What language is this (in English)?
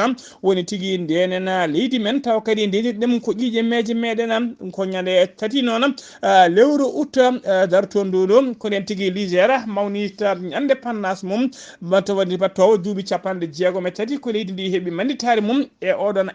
Fula